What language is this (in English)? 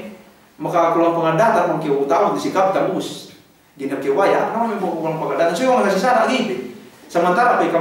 Yakan